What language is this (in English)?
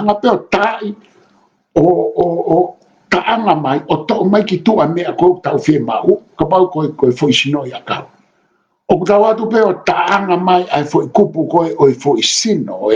Tongan